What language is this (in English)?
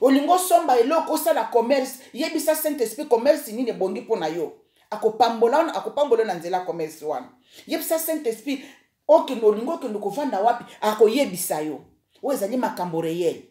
Lingala